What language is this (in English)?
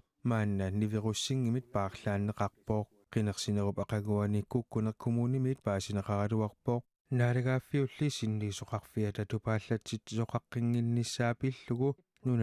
Kalaallisut